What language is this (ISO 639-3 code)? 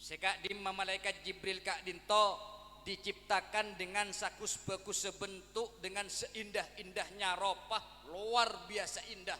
mad